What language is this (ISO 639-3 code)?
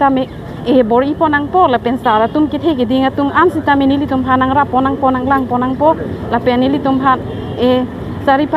mjw